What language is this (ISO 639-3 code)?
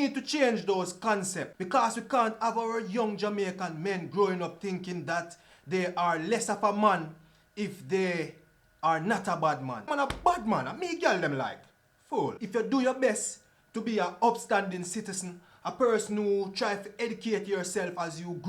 jam